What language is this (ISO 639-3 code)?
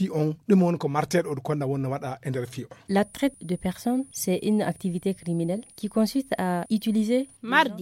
ful